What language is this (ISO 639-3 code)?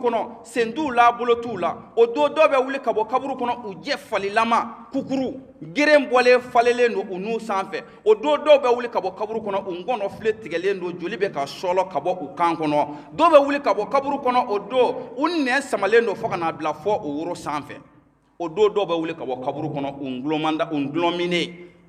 bam